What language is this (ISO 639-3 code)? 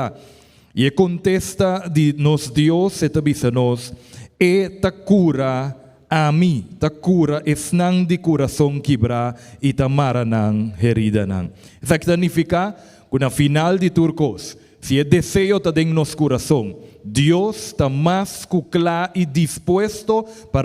pap